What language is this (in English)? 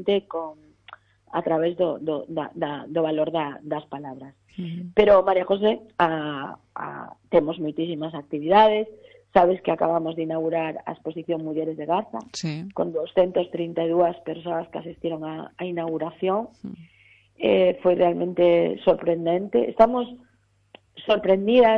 Galician